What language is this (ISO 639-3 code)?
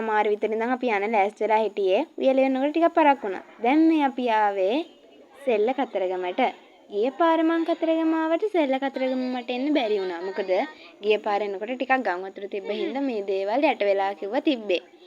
sin